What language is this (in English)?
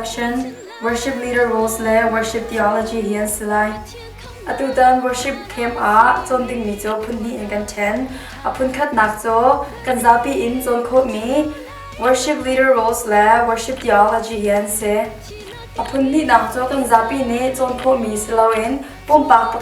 Hakha Chin